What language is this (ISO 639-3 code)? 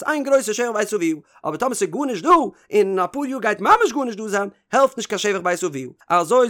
yid